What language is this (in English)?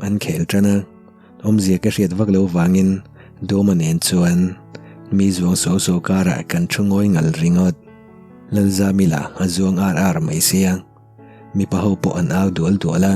Mizo